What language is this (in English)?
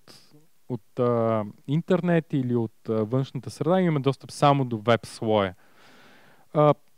Bulgarian